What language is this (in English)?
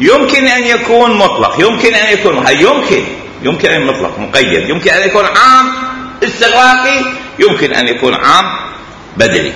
Mesopotamian Arabic